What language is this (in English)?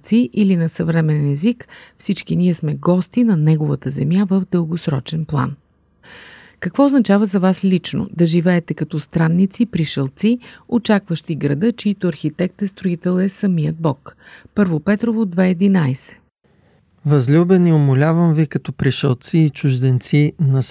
Bulgarian